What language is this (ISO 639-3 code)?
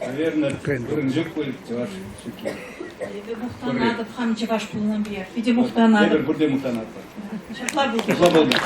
chv